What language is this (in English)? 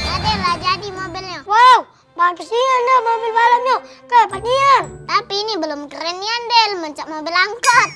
Musi